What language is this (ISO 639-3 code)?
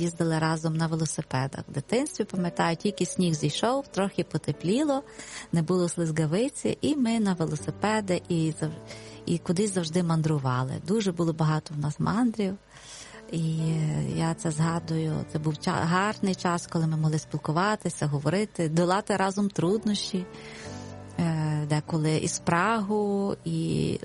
ukr